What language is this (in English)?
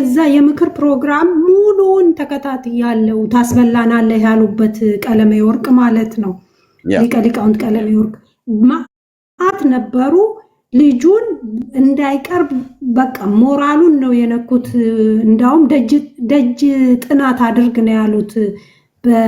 Amharic